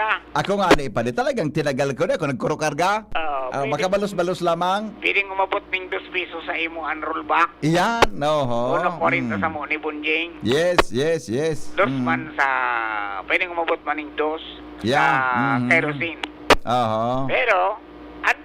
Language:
Bikol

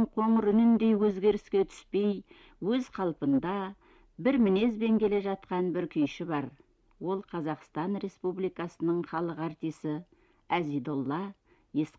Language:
Kazakh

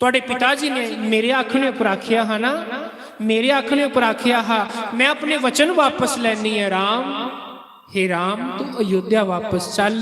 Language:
Dogri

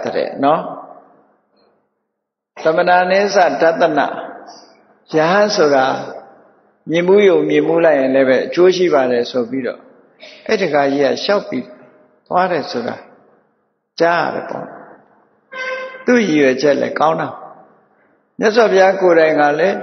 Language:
Burmese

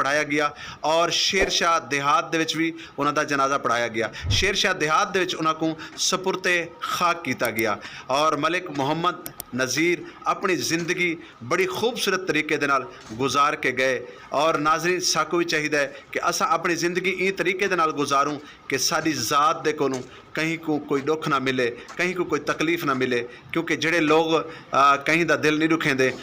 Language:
Saraiki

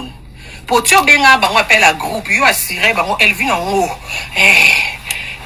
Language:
Lingala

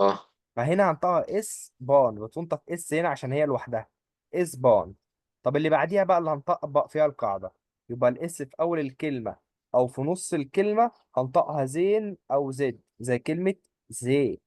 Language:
Egyptian Arabic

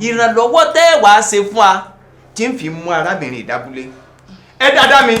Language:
Yoruba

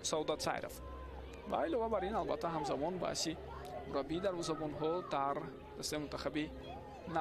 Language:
Tajik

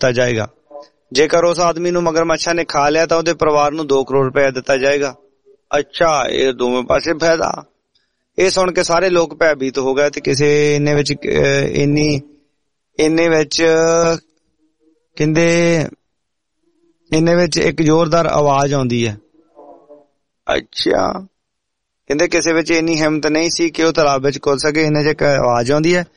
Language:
Punjabi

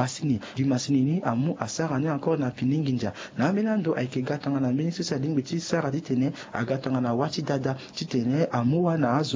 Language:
Sango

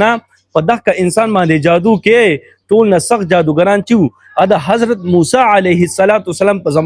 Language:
Pashto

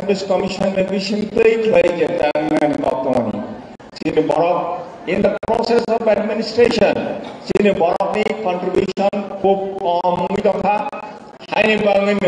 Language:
Kok Borok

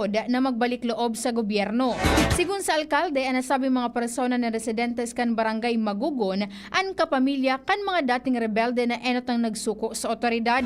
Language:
Bikol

